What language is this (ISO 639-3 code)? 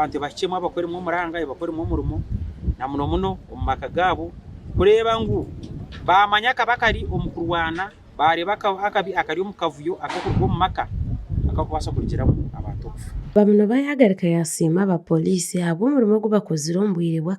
nyn